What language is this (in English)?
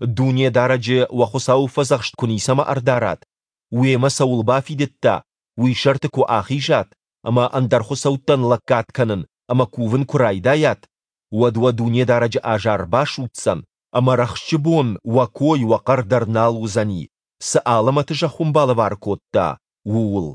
Ossetic